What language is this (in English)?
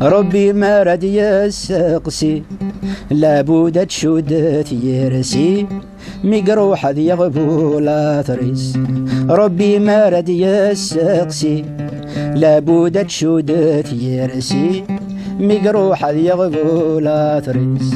Kabyle